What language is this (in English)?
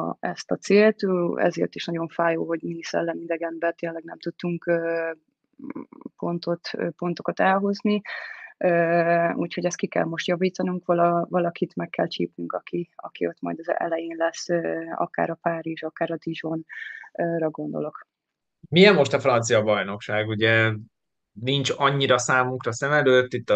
Hungarian